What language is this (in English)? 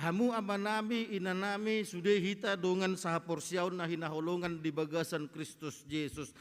Batak Toba